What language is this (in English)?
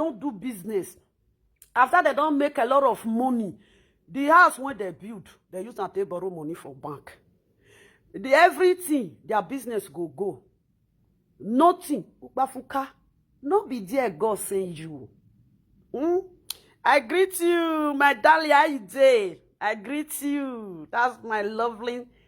Nigerian Pidgin